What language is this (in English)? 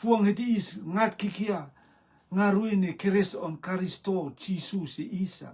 Rotuman